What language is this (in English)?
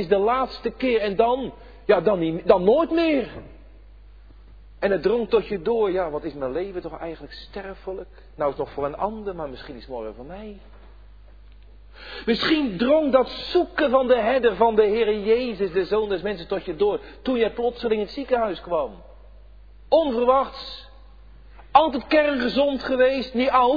Dutch